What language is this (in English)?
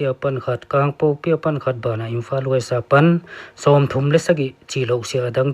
Paite Chin